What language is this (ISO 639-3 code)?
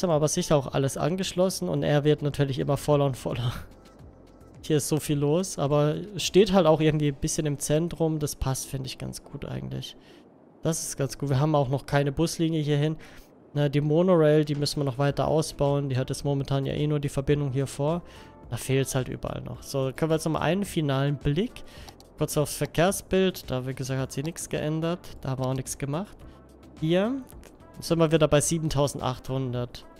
deu